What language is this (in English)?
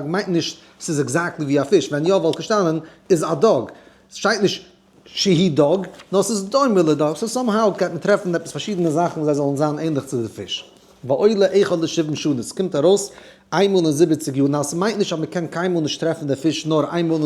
Yiddish